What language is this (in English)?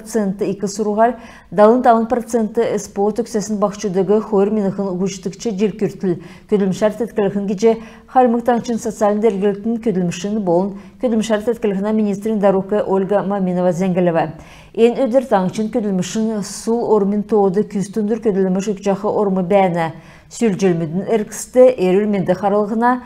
Kalmyk